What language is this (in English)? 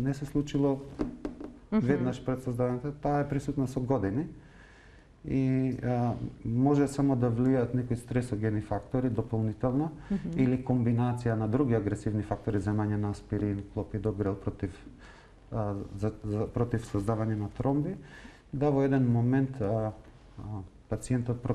Macedonian